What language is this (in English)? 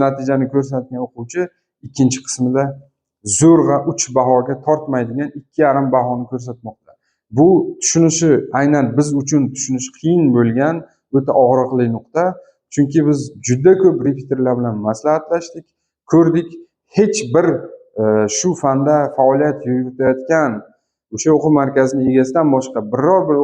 Uzbek